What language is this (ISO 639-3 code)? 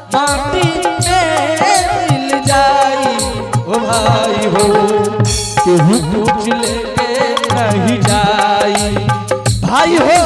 anp